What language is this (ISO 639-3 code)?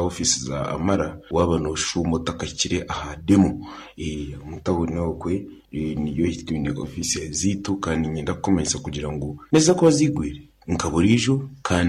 nyn